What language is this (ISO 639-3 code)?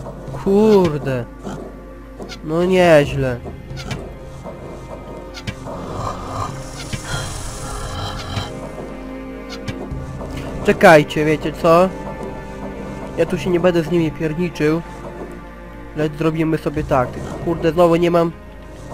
pol